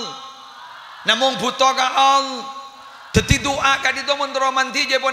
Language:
Madurese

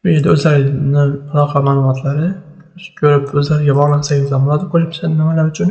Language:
Uzbek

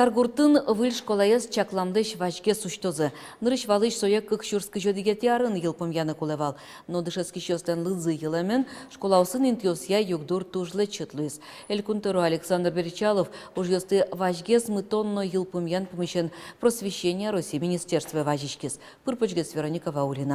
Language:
Udmurt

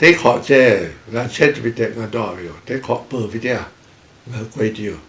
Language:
Lahu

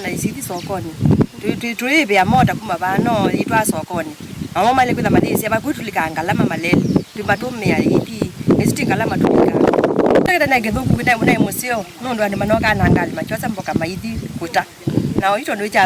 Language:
Kamba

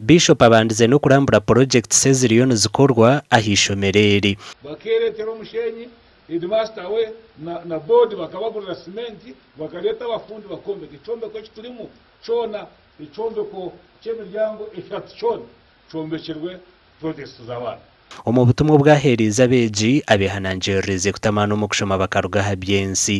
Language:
Nyankole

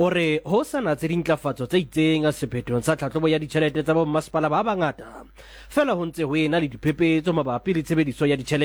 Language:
Southern Sotho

